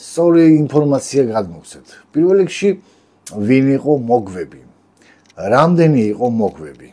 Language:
Georgian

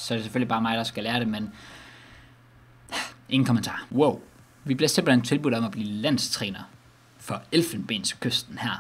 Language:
Danish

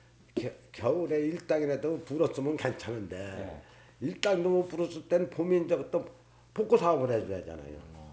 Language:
Korean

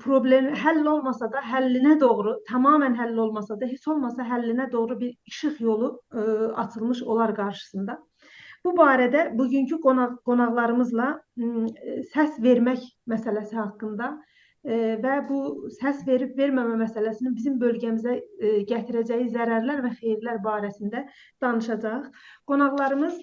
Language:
South Azerbaijani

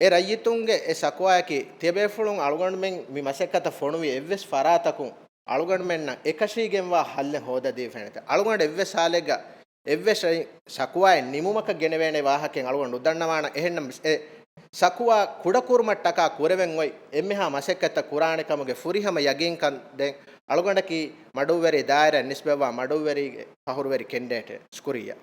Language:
Divehi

